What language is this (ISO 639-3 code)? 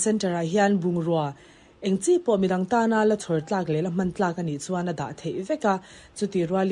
lus